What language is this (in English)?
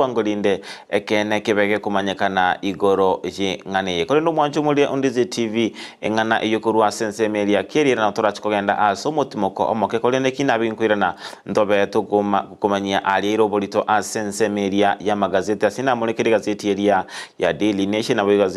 Gusii